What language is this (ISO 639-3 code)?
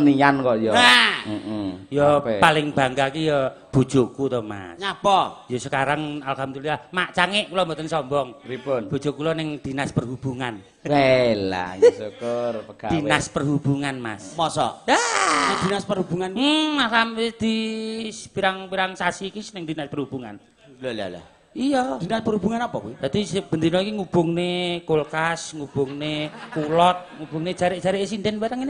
jav